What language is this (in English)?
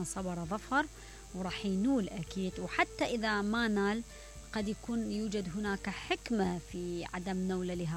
Mesopotamian Arabic